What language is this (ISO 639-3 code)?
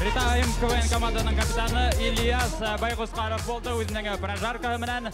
bak